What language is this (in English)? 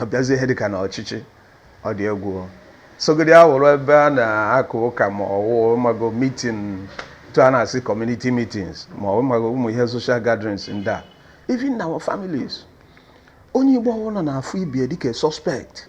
Igbo